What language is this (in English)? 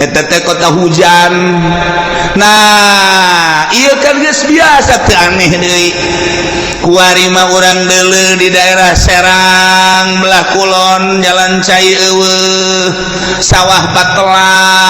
Sundanese